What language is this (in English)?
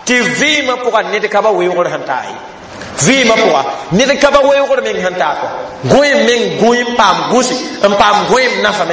Mossi